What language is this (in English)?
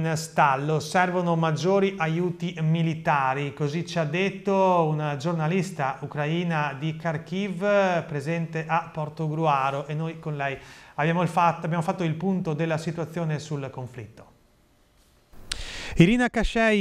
Italian